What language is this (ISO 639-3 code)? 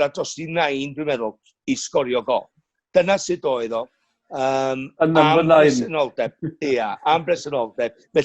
cym